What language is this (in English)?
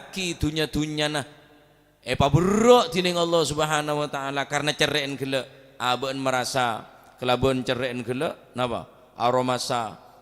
Madurese